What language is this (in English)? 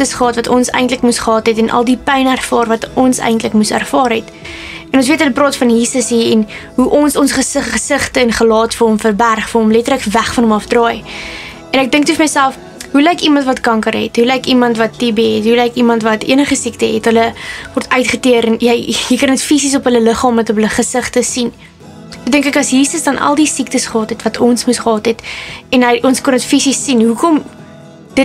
Afrikaans